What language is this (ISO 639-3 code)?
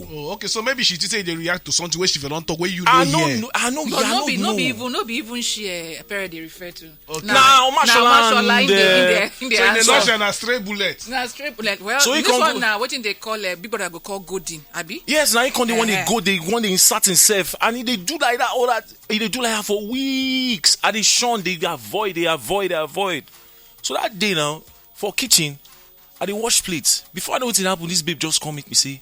pcm